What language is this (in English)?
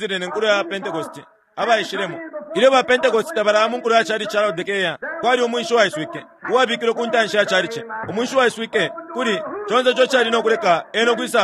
Bemba